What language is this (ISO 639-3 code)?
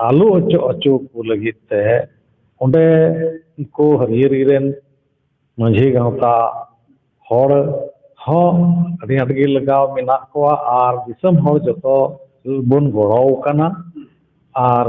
sat